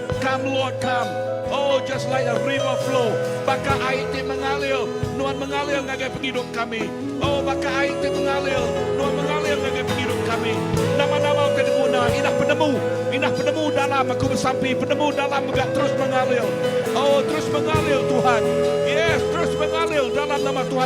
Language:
Iban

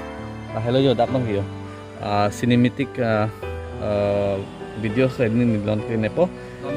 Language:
Karbi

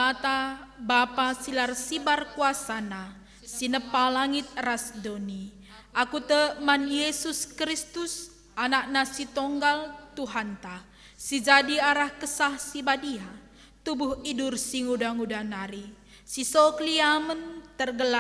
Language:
Batak Karo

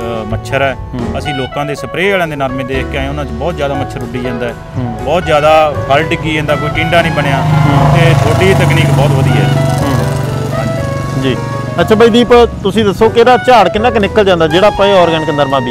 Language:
Punjabi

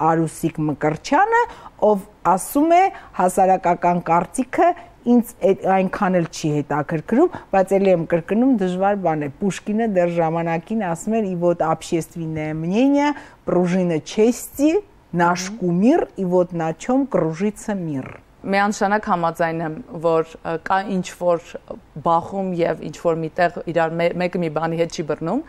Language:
Armenian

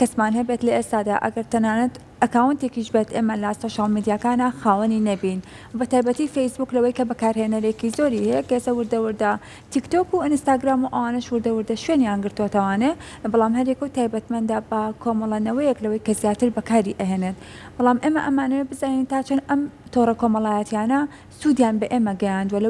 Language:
Central Kurdish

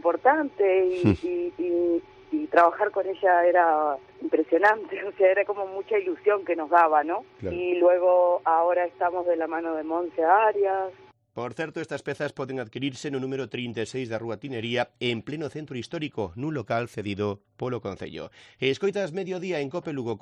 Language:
Galician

